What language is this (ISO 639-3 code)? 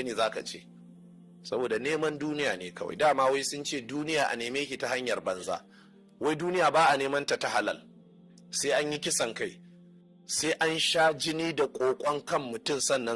hau